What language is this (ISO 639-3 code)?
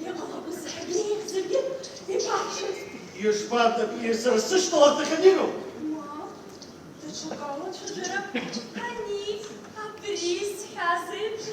abk